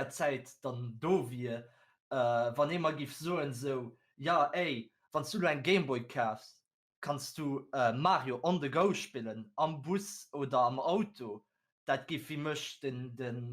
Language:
Luxembourgish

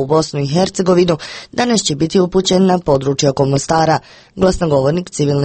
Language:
Croatian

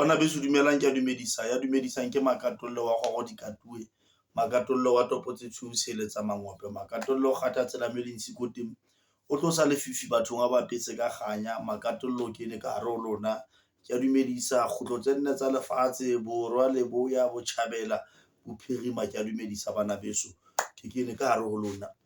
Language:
Southern Sotho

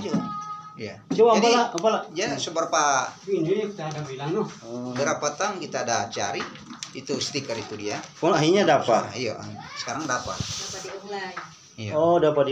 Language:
Manado Malay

